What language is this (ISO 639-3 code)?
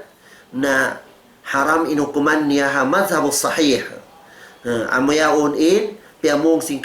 tsg